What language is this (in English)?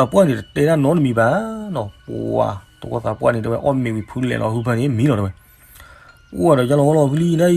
S'gaw Karen